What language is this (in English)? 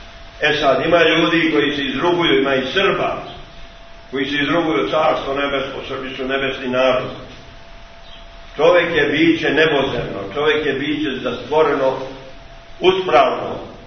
Serbian